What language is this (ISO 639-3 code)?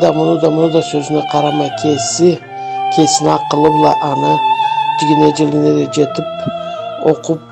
krc